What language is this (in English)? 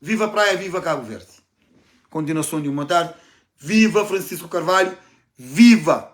Kabuverdianu